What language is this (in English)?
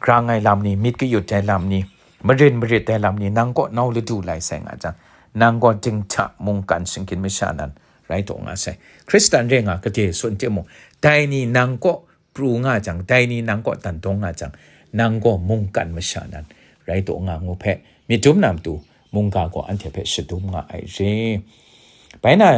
Kachin